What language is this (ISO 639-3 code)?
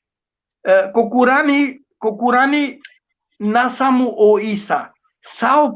rmn